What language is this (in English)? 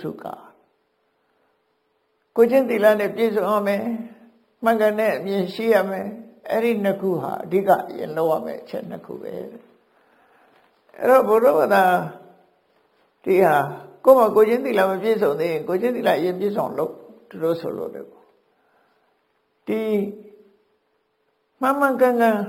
Burmese